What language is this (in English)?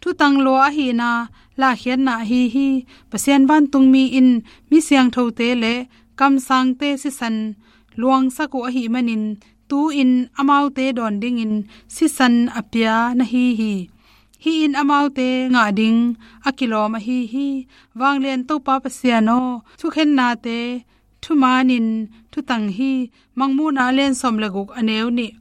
Tedim Chin